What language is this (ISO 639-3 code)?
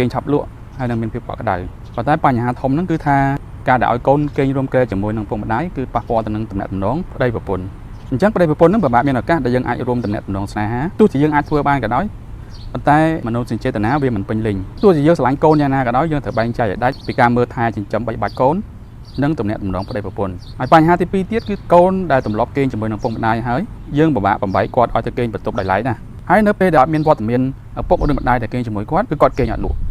khm